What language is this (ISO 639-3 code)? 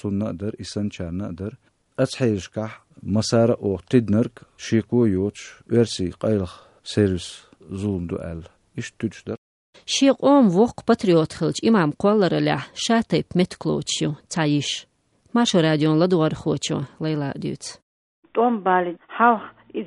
che